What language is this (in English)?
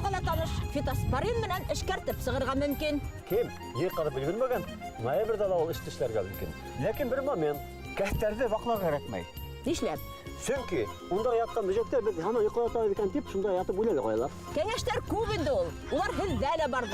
Bashkir